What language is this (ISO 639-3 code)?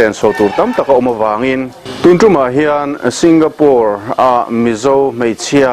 lus